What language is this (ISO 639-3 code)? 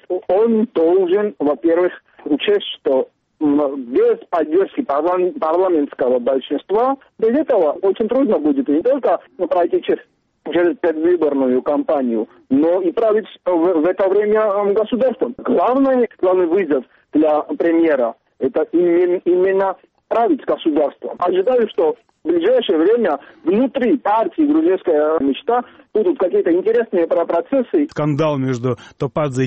rus